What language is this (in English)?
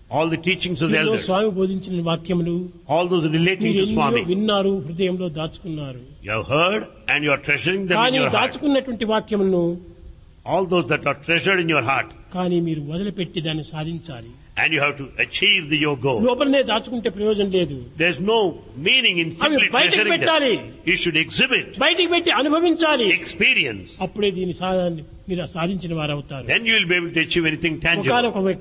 Telugu